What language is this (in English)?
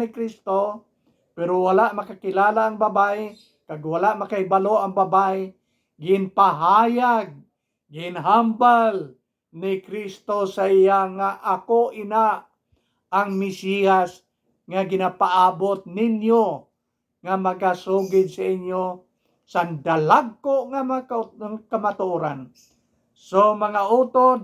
Hiligaynon